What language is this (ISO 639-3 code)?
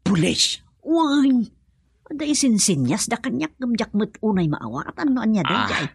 ilo